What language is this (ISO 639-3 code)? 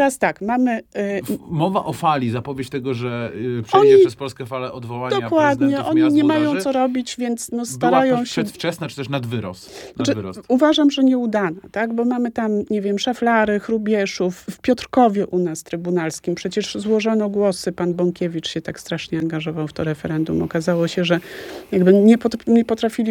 pol